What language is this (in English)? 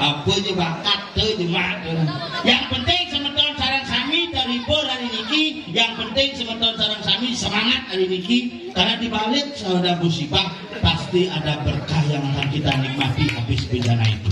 Balinese